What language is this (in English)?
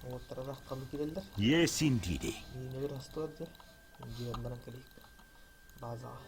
Yakut